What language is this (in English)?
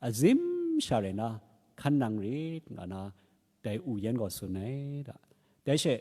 Kachin